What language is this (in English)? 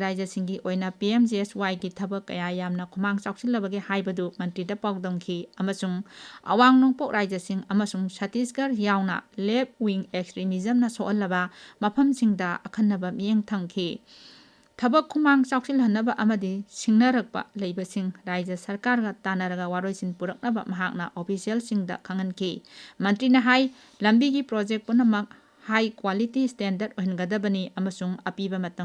Manipuri